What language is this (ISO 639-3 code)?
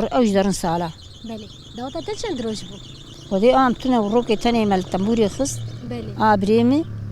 kur